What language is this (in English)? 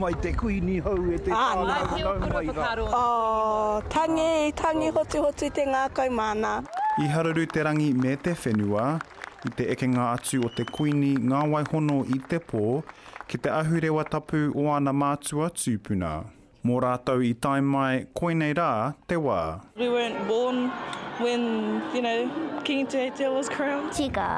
Māori